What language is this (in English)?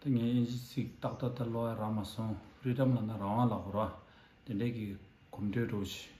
Tibetan